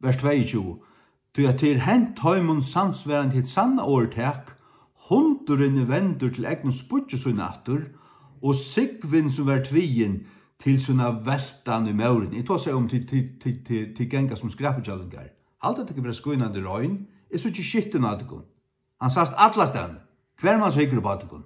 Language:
Faroese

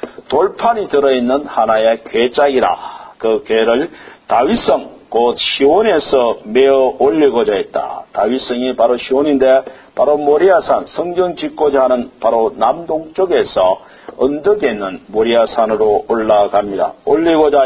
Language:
Korean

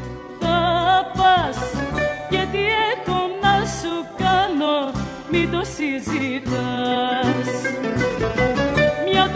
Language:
Greek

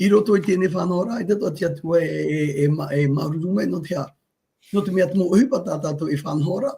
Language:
Tahitian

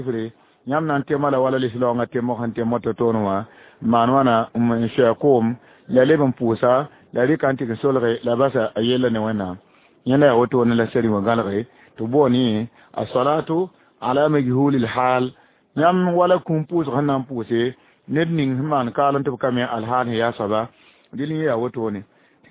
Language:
Mossi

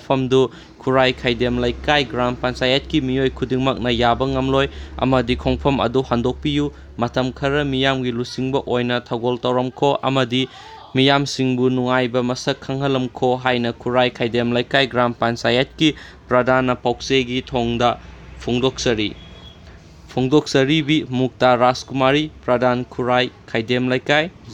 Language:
Manipuri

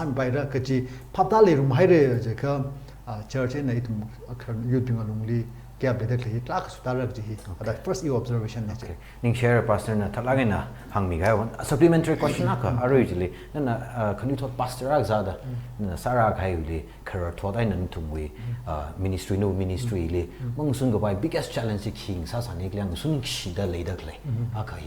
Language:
Tangkhul Naga (India)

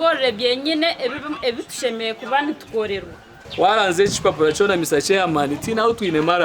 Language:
Nyankole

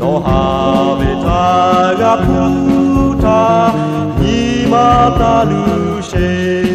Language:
Lahu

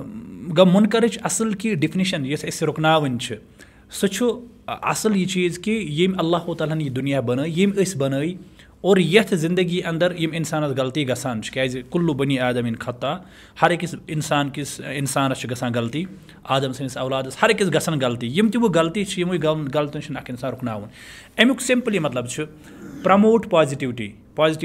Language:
Kashmiri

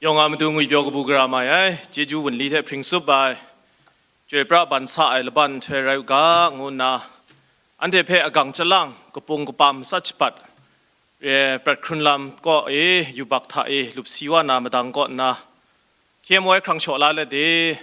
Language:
Kachin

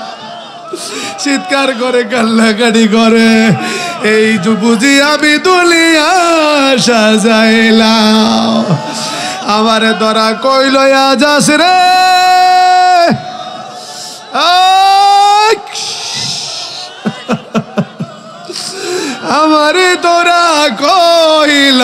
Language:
Bangla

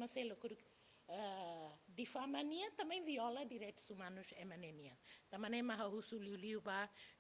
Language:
Tetum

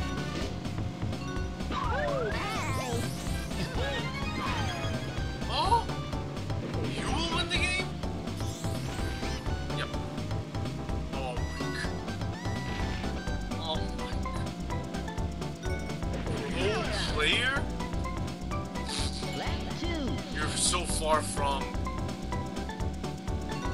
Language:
English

